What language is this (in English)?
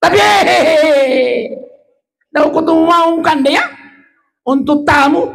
Buginese